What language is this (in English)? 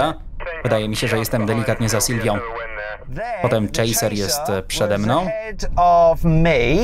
Polish